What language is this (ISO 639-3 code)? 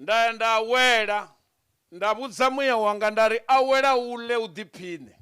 ven